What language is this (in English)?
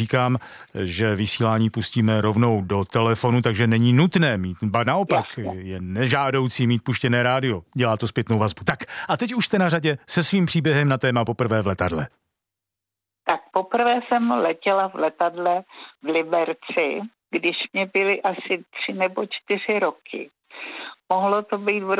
Czech